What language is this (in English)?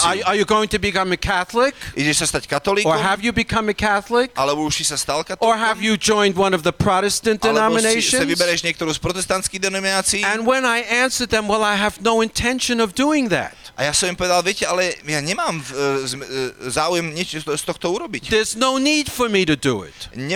Slovak